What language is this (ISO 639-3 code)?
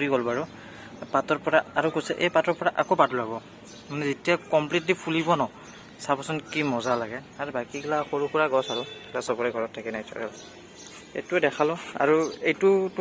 asm